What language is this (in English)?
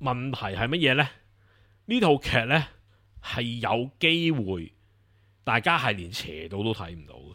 Cantonese